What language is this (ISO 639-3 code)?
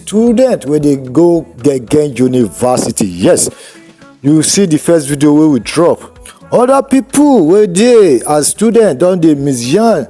pcm